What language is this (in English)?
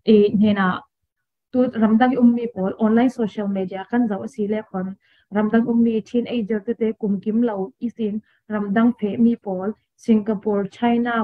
Falam Chin